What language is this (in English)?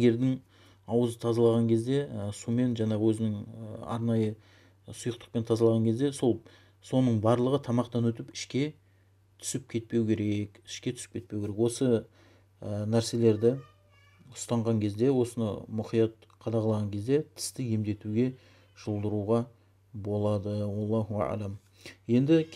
Kazakh